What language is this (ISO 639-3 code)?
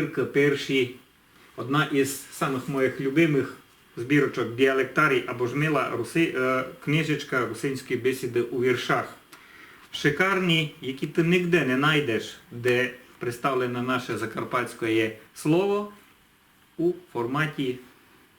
rue